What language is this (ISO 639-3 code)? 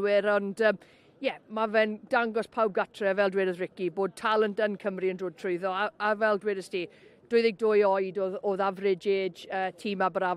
cym